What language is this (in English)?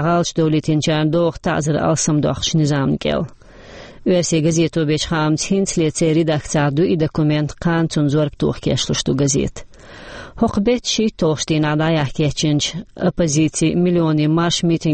Chechen